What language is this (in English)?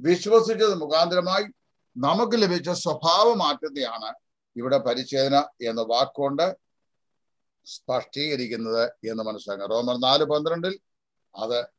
Malayalam